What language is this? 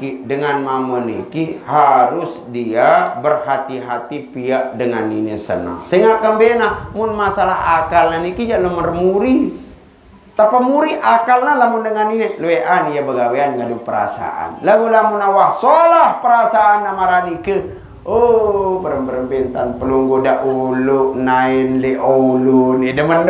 Sasak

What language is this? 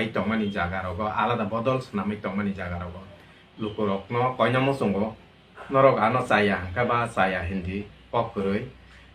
Kok Borok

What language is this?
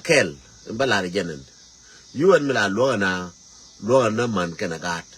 Nuer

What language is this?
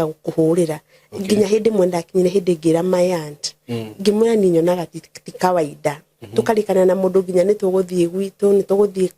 Kikuyu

